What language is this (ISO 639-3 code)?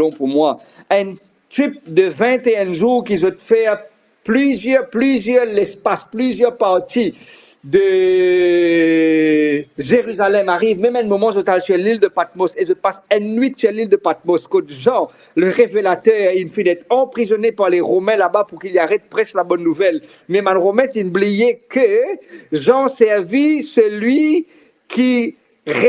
mfe